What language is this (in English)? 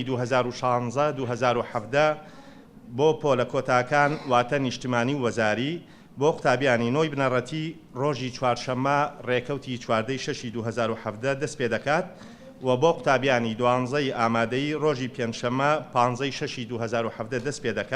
Central Kurdish